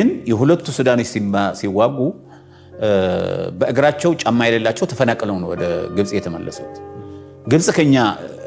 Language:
Amharic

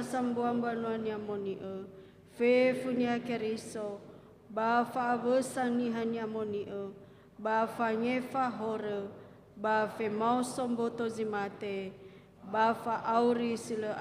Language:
Nias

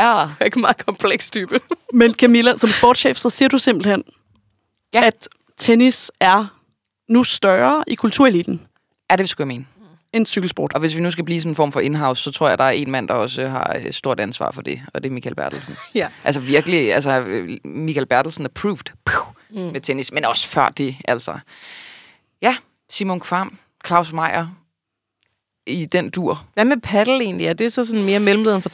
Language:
Danish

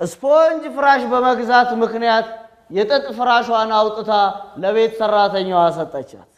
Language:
Amharic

